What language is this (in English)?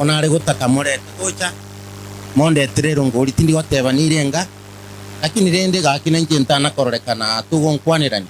Gusii